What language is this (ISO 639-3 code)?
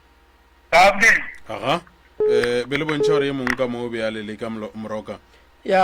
nso